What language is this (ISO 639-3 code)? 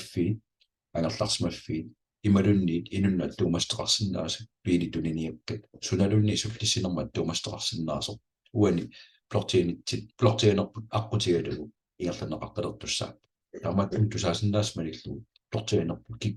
kal